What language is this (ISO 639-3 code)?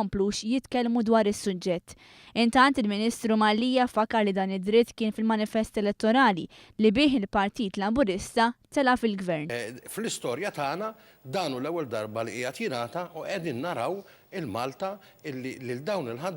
mlt